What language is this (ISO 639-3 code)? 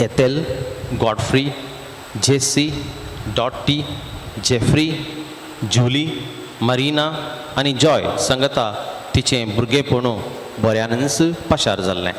kok